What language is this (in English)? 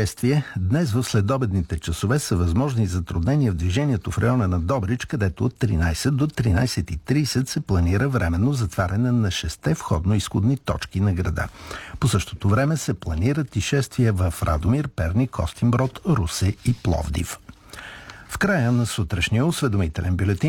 Bulgarian